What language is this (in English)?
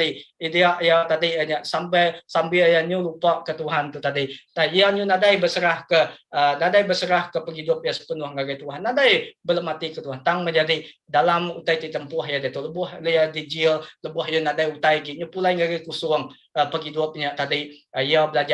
Iban